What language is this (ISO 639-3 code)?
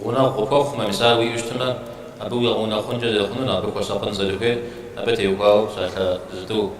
kbd